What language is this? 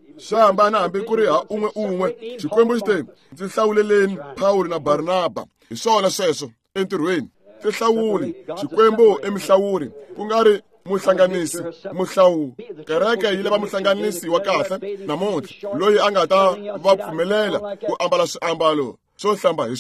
Tsonga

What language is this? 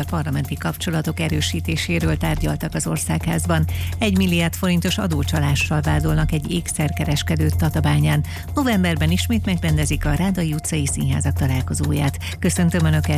Hungarian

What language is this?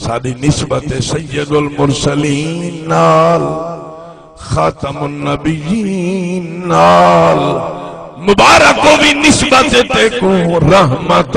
Saraiki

